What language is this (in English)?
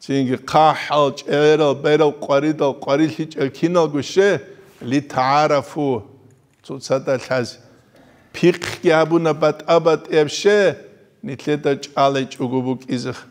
Avaric